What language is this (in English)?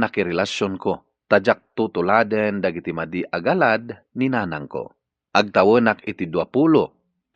Iloko